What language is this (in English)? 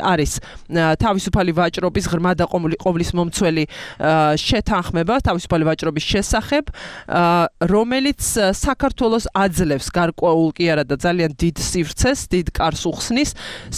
Georgian